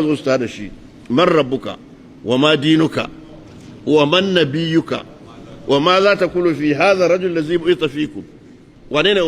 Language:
Hausa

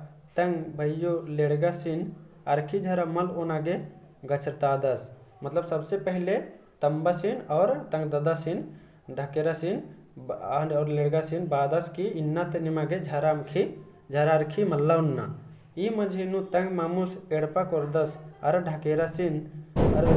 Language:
Kurukh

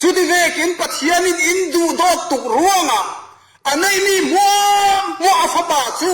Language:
Falam Chin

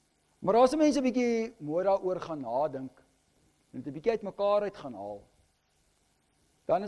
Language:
Afrikaans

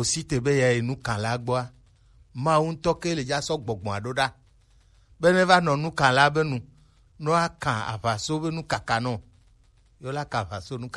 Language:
Gen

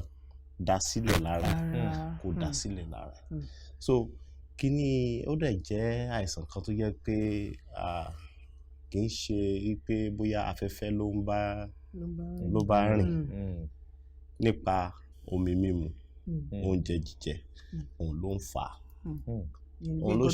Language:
Yoruba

